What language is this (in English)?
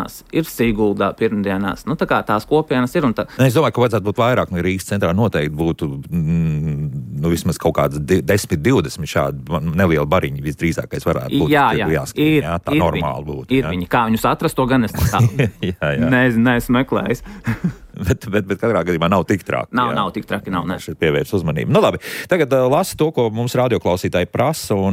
Latvian